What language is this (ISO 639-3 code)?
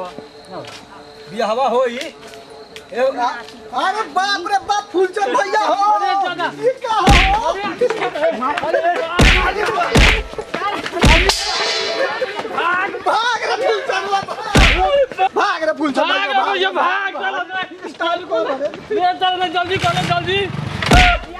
bho